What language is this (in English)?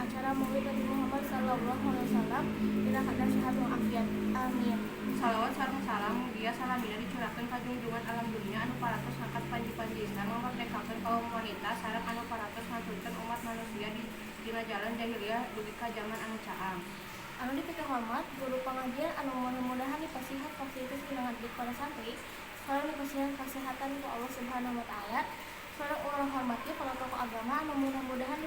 Sundanese